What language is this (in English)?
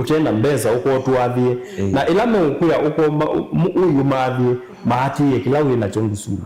Kamba